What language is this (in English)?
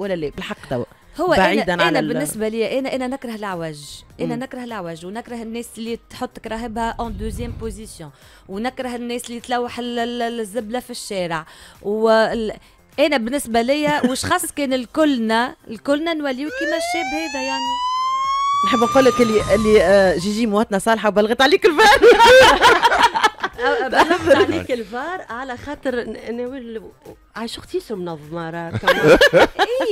Tunisian Arabic